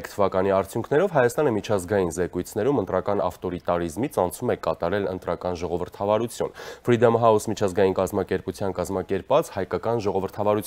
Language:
Armenian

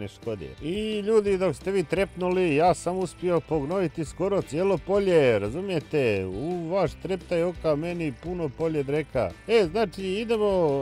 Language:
Croatian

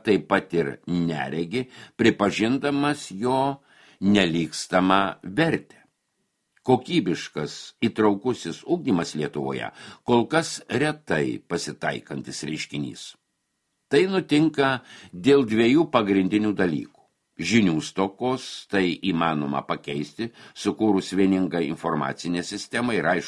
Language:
Lithuanian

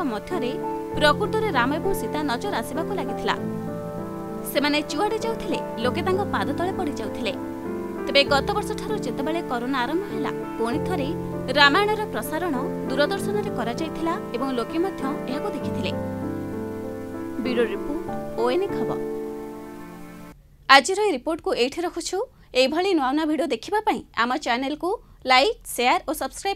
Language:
Odia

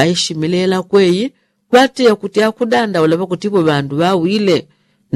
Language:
Yao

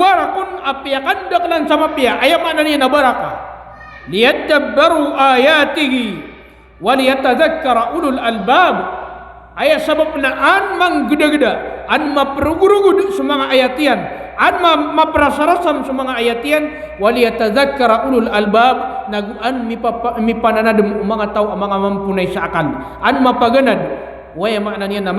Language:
Maranao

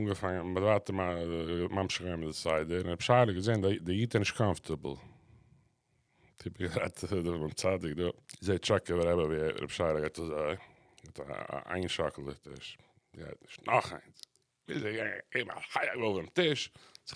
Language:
Yiddish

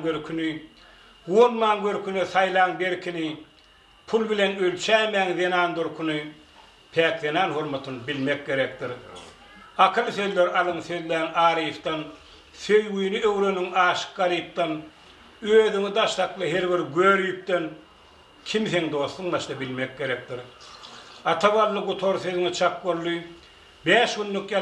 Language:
Turkmen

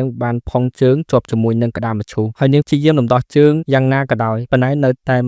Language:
Khmer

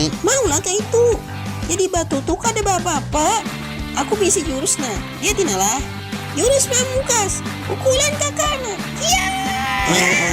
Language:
Banjar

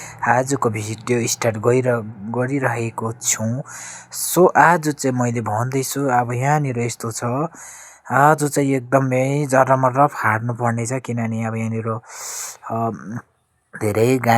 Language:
Nepali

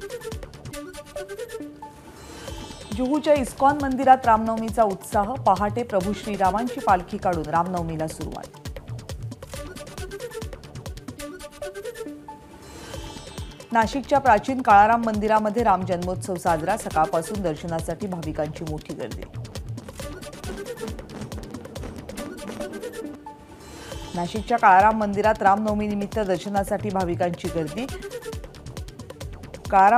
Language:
Marathi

